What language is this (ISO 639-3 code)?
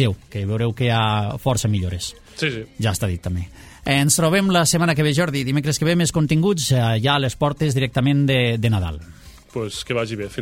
cat